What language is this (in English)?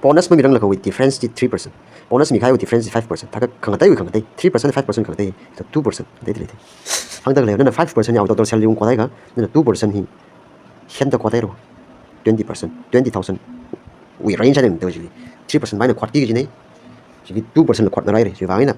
Tangkhul Naga (India)